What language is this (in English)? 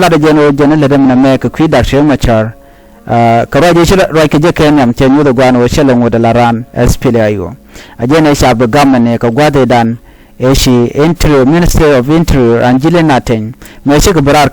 Nuer